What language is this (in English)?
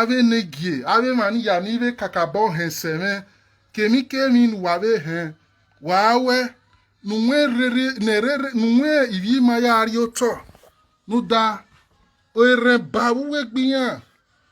Nigerian Pidgin